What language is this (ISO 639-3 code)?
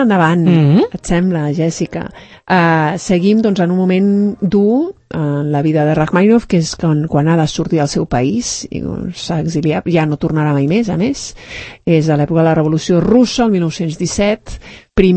cat